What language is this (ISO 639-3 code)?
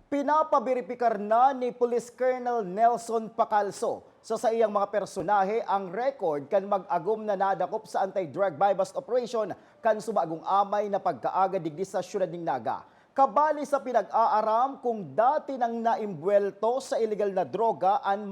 bik